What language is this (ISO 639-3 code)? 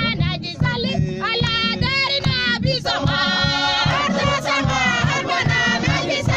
mfz